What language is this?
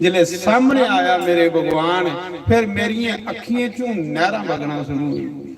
Dogri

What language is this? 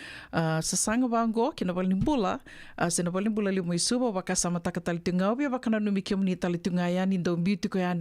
Fijian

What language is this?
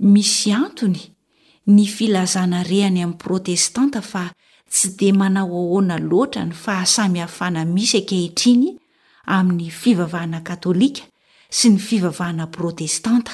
Malagasy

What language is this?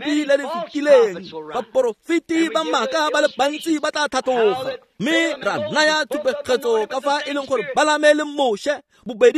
Tswana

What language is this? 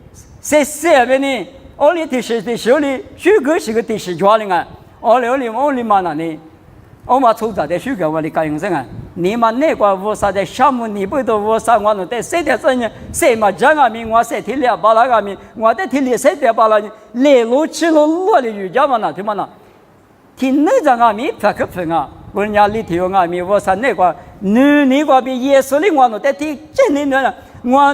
Lisu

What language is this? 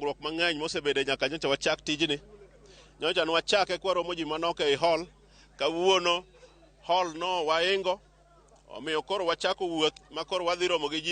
Luo (Kenya and Tanzania)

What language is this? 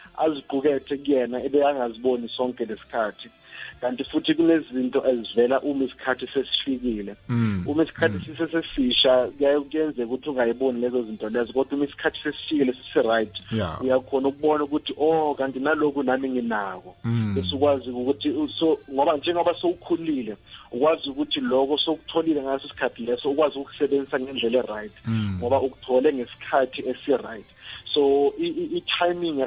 South Ndebele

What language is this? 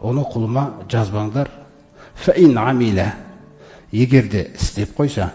Kazakh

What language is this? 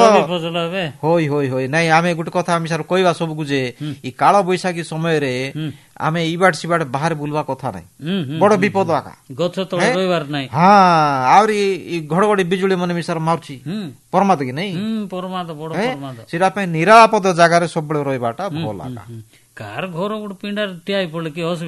Odia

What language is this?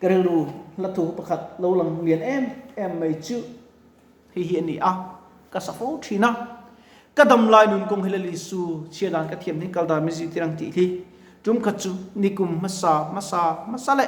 Mizo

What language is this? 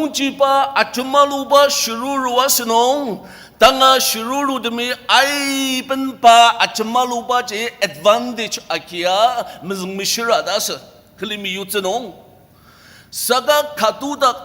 Ao Naga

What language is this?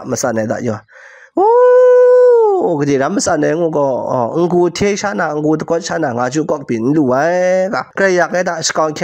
Kachin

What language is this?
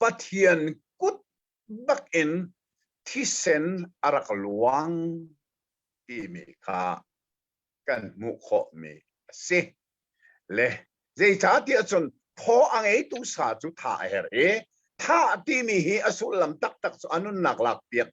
Hakha Chin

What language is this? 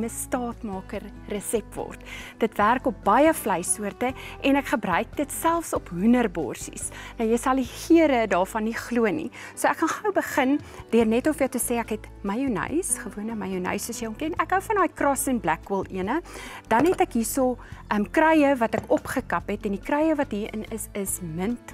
Afrikaans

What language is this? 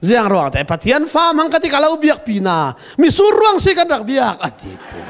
Hakha Chin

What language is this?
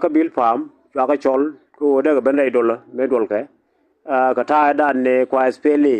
Nuer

